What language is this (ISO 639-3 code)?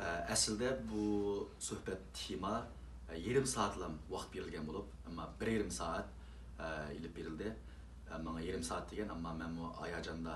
uig